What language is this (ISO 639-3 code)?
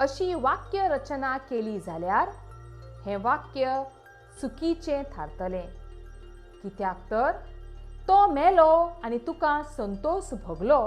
kok